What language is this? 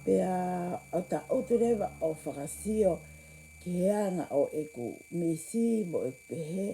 Tongan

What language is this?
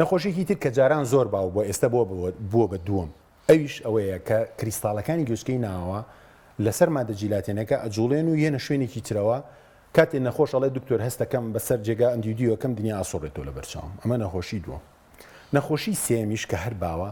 Central Kurdish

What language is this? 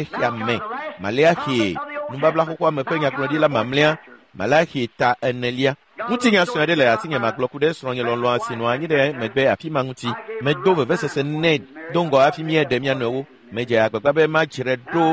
Ewe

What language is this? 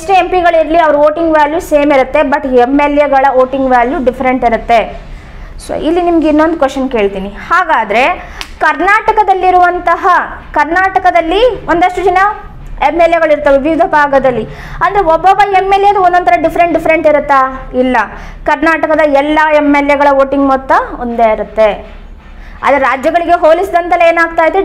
Kannada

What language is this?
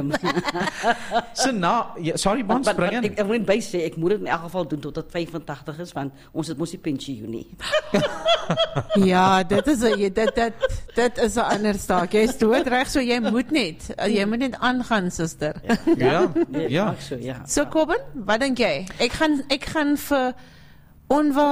Afrikaans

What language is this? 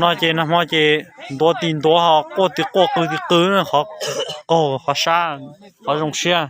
Hmong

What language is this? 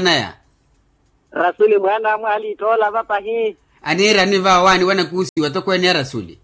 Makhuwa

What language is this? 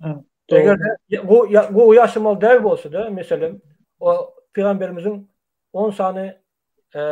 Turkmen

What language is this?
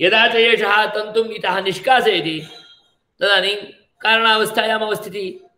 Sanskrit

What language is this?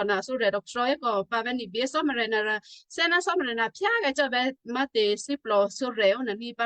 Western Kayah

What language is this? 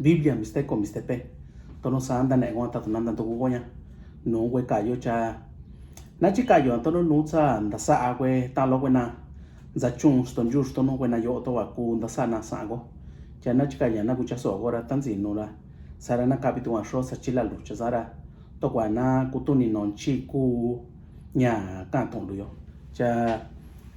Mixtepec Mixtec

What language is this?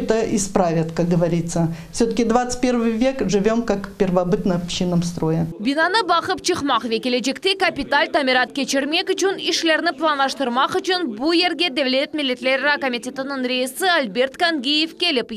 Crimean Tatar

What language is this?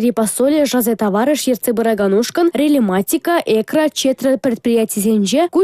Chuvash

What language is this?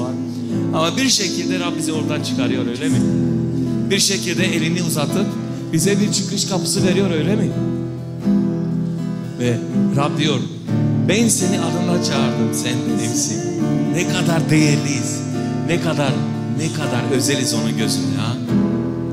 Turkish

